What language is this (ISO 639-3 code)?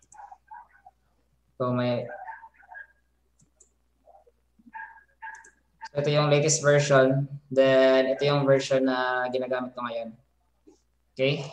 fil